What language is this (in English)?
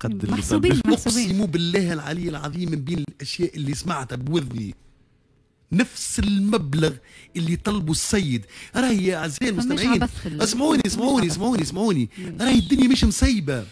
Tunisian Arabic